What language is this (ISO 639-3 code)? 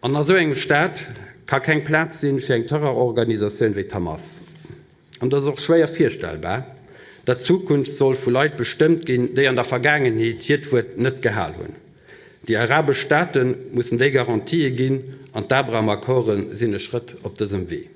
ltz